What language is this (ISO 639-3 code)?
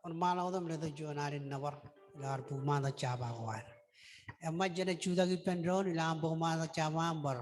mah